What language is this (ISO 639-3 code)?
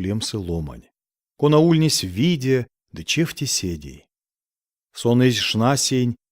myv